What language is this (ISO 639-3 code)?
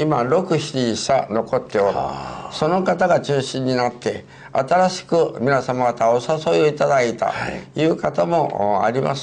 jpn